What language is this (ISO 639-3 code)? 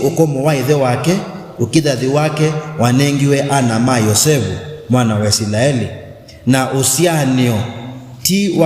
kam